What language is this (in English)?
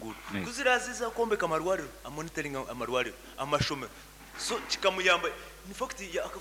Nyankole